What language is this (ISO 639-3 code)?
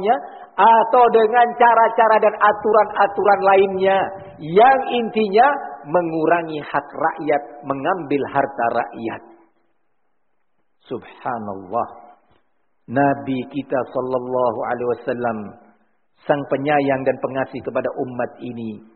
ind